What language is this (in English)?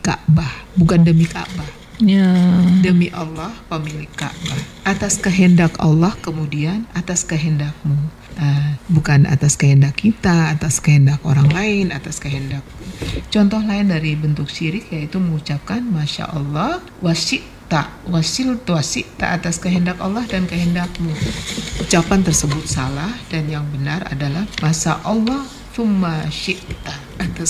Indonesian